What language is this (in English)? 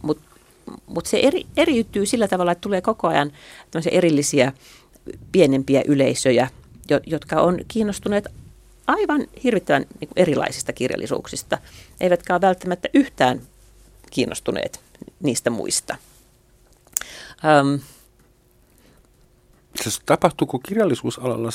Finnish